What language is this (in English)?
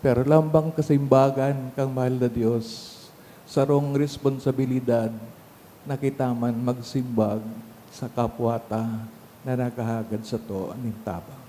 Bikol